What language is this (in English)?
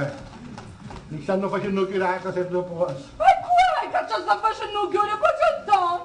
Sicilian